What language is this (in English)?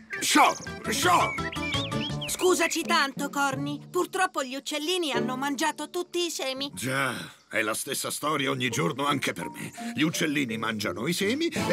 Italian